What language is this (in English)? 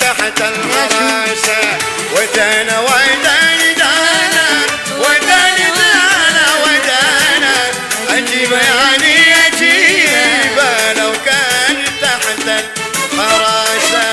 Betawi